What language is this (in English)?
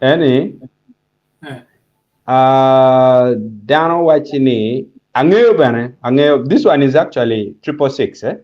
Acoli